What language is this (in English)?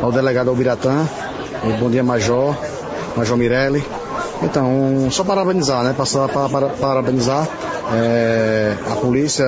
Portuguese